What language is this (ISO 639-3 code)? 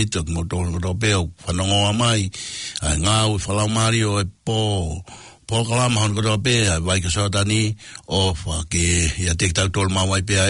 ton